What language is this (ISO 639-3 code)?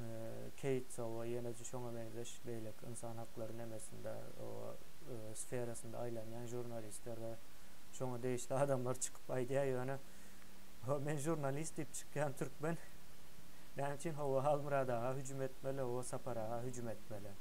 tuk